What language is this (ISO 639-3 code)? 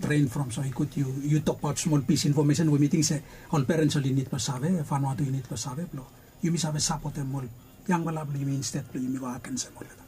bis